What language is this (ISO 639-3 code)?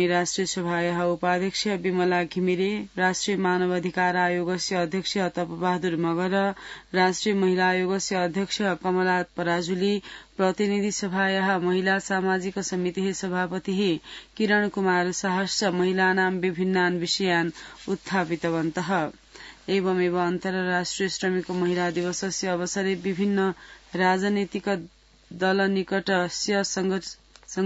san